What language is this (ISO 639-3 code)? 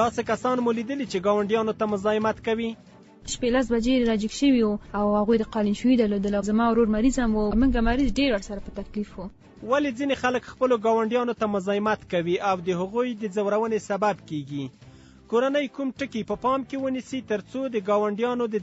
pus